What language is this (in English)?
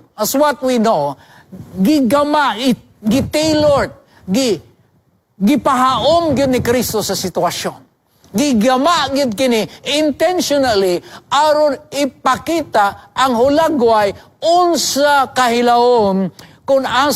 Cebuano